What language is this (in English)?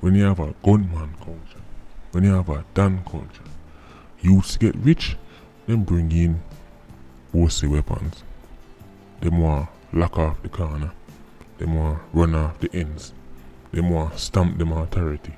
Jamaican Creole English